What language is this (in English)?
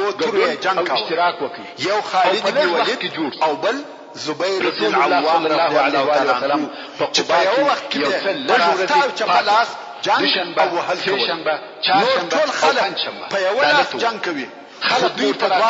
Pashto